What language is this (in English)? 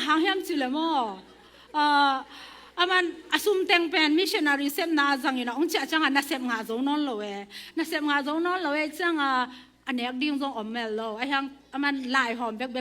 Tedim Chin